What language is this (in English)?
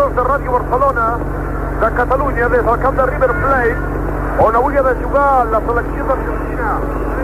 Catalan